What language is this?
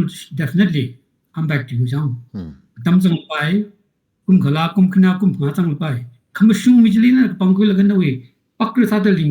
Tangkhul Naga (India)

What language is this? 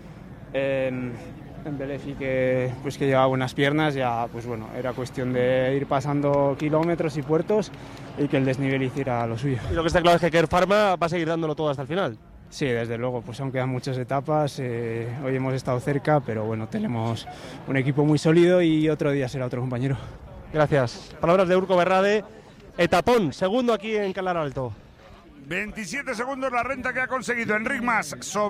Spanish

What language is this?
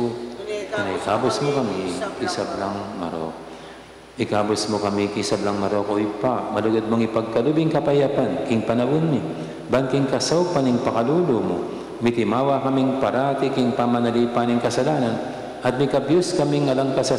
Pampanga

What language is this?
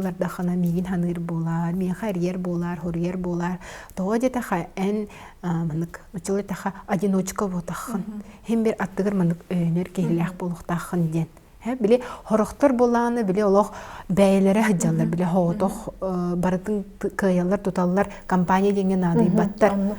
Yakut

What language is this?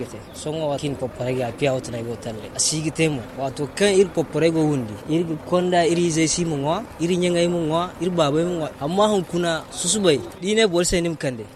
Zarma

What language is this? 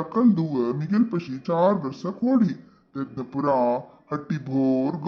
Konkani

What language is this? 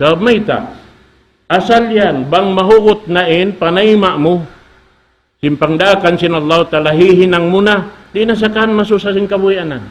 Tausug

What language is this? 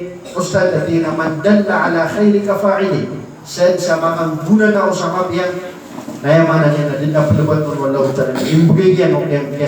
Maranao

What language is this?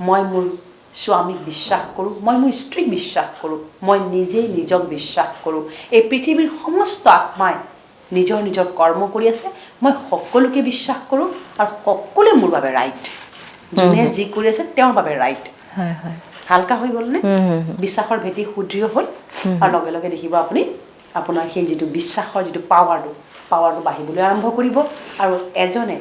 Assamese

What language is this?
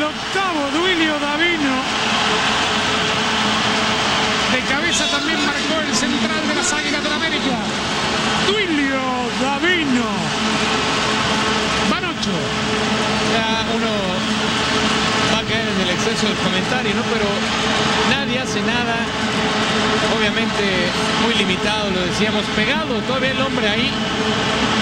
Spanish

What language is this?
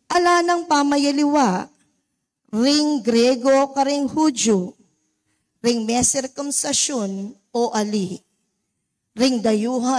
Pampanga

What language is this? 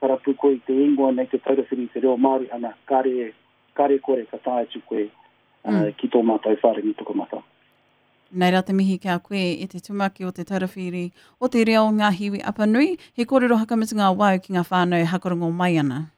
Māori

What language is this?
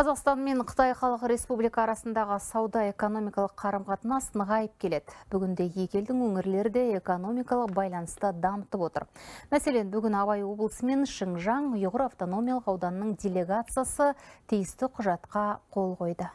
Kazakh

